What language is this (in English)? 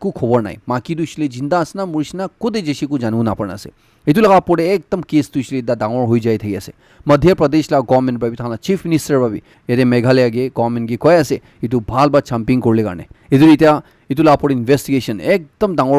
Naga Pidgin